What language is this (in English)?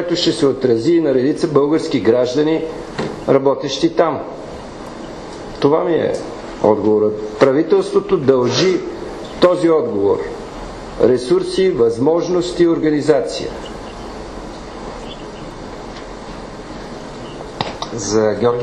Bulgarian